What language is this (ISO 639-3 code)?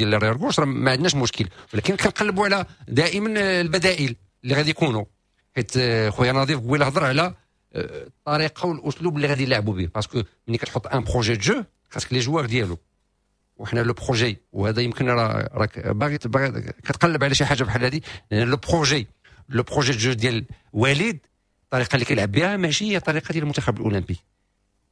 ary